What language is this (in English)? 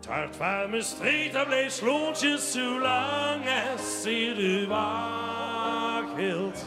Limburgish